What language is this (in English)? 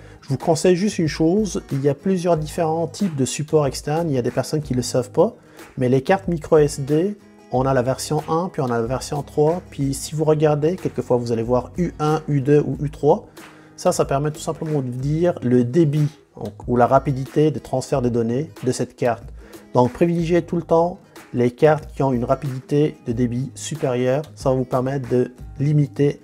French